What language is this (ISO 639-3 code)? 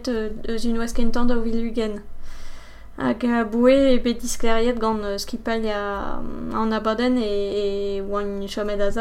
bre